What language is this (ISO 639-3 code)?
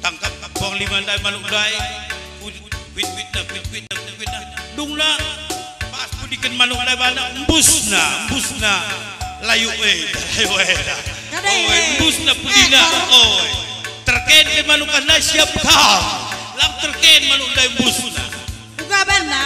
btx